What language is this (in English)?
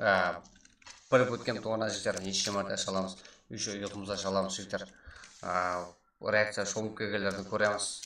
Kara-Kalpak